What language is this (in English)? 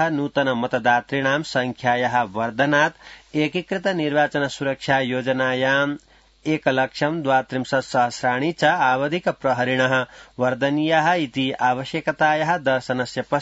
Sanskrit